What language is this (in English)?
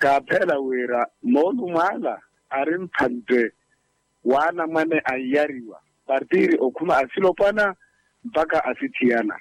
Makhuwa